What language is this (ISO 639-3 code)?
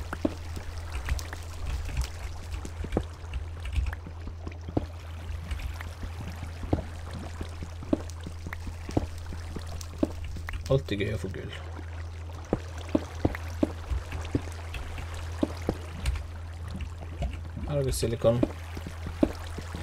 nor